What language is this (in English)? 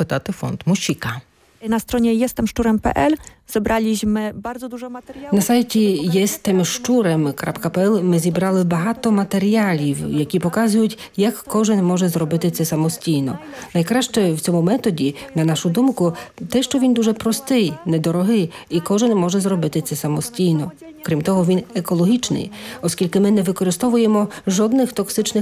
Ukrainian